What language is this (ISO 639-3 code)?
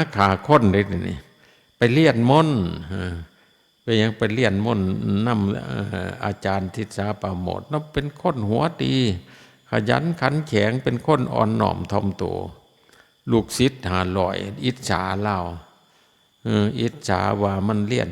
lao